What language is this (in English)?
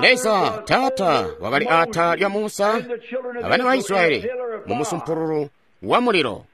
Tonga (Zambia)